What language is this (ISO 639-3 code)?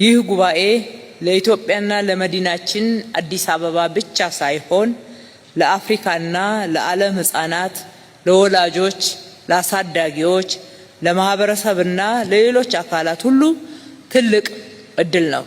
amh